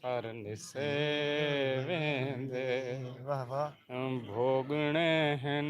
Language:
Saraiki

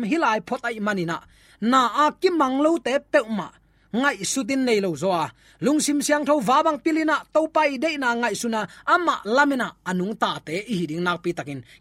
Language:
Tedim Chin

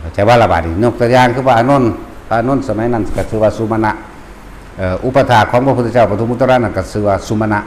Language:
Northeastern Thai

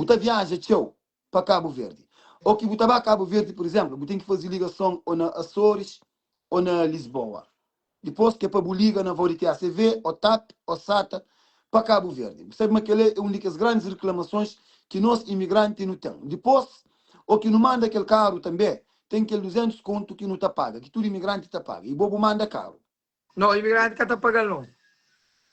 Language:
Kabuverdianu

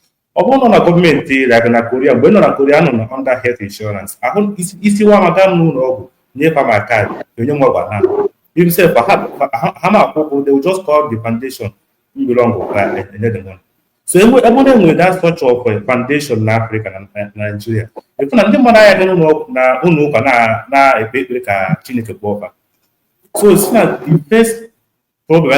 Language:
Igbo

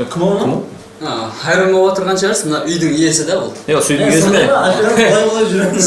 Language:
Kara-Kalpak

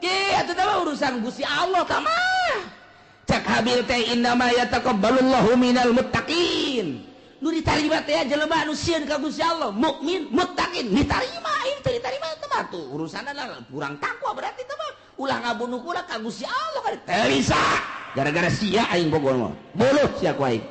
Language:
Sundanese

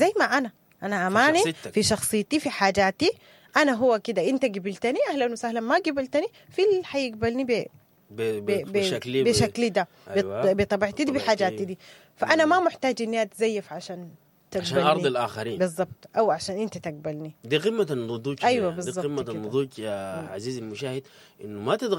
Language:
Sudanese Arabic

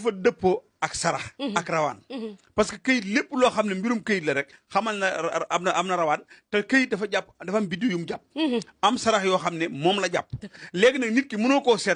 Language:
Wolof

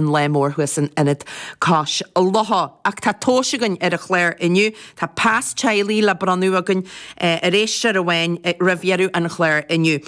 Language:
Irish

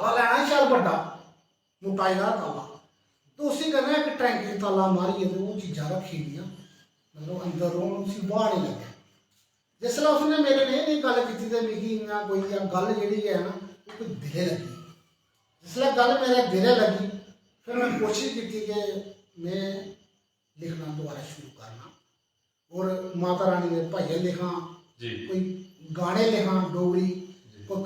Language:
Dogri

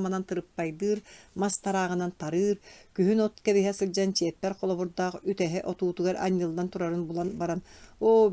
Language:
Yakut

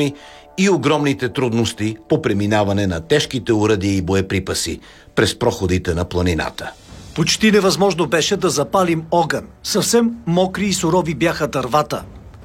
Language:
Bulgarian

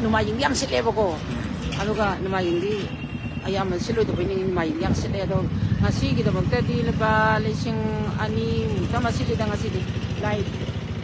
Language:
Manipuri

